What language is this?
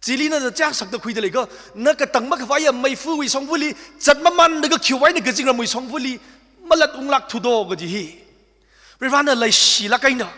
Tangkhul Naga (India)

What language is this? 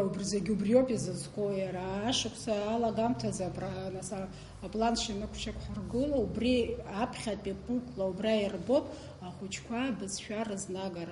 Abkhazian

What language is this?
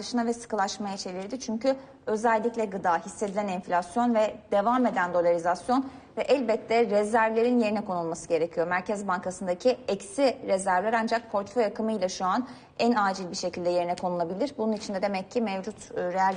Turkish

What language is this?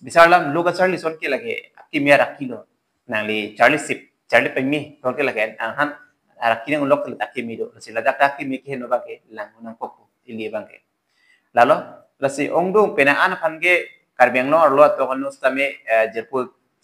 Karbi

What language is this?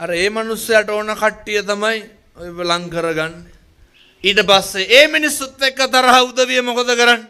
Sinhala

